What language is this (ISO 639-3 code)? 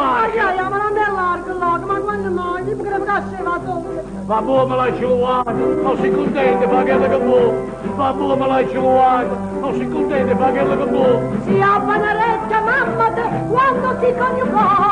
nap